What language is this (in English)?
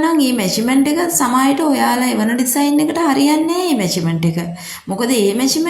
Sinhala